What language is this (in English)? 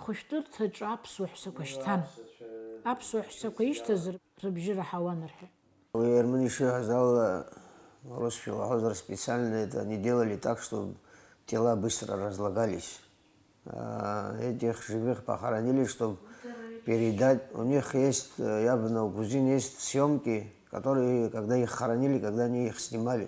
Abkhazian